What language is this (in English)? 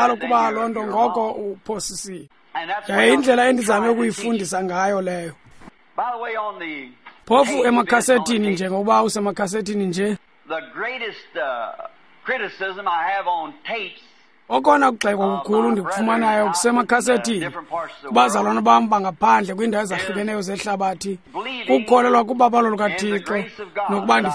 Xhosa